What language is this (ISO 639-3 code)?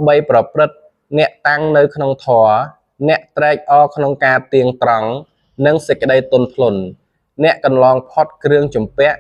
khm